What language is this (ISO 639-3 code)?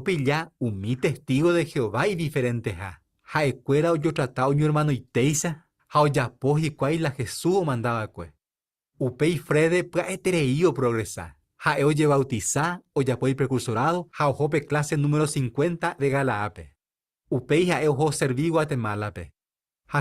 grn